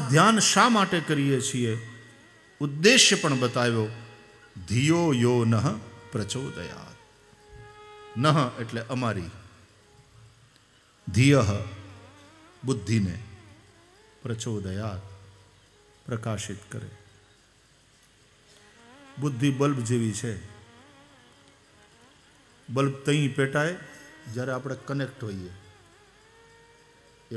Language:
Gujarati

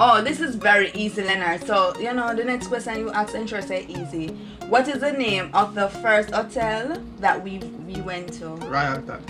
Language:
Jamaican Creole English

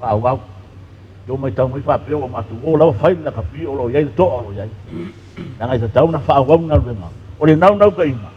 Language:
Samoan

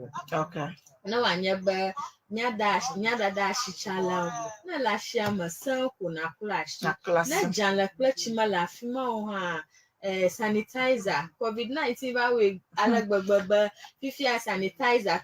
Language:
Ewe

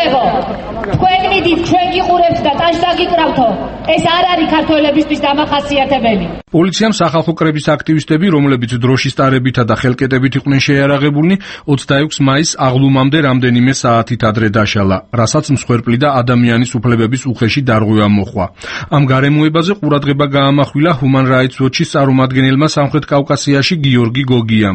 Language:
Georgian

